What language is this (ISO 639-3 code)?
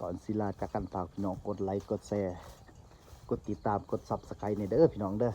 tts